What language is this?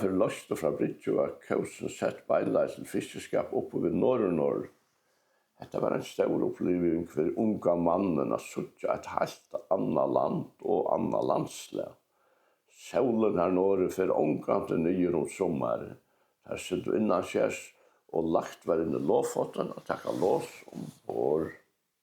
Faroese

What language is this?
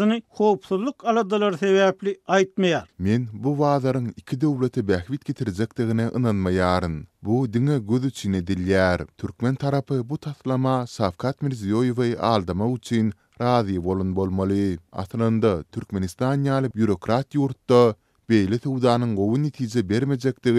Turkmen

